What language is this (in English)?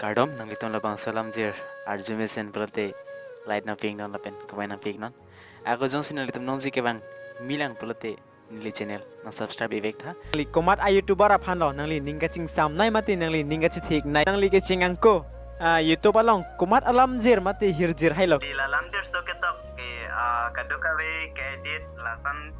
Karbi